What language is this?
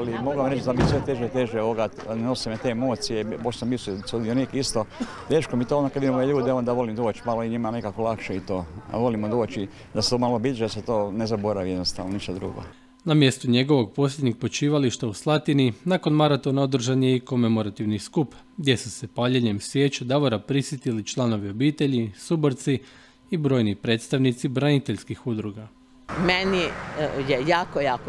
Croatian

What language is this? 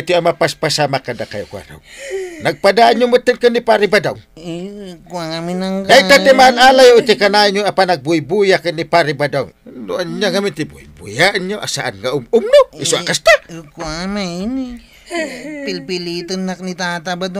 Iloko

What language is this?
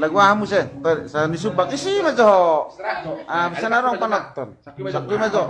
Batak Toba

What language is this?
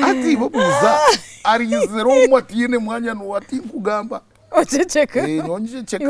Nyankole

